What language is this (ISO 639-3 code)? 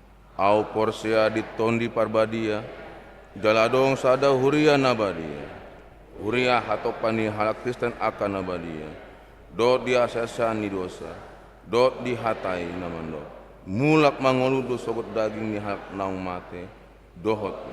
bbc